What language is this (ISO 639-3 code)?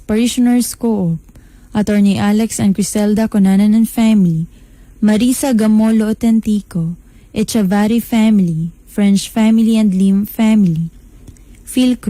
ceb